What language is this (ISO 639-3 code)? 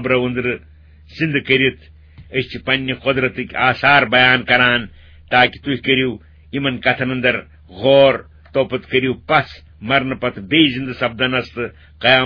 kas